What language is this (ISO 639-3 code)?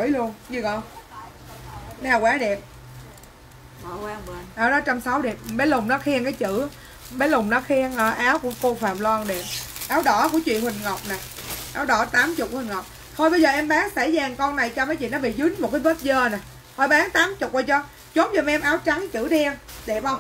vie